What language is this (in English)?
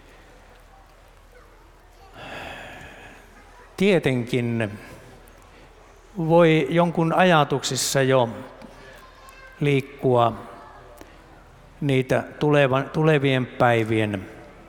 Finnish